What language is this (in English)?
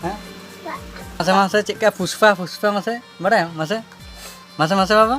Santali